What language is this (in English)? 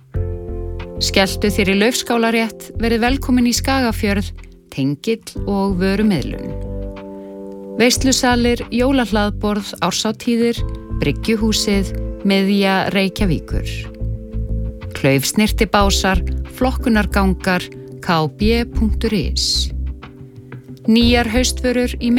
Icelandic